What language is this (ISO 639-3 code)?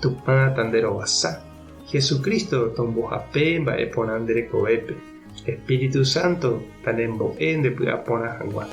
grn